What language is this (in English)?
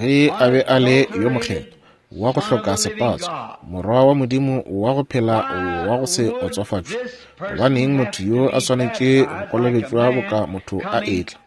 Northern Sotho